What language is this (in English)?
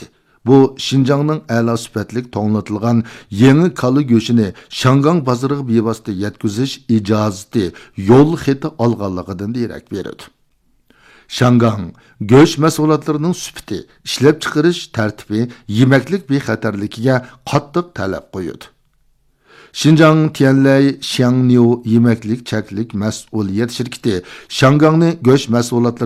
Uyghur